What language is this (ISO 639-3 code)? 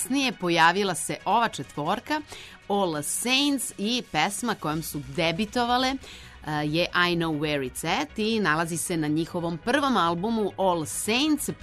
srp